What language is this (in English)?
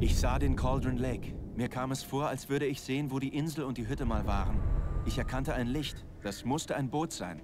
Bavarian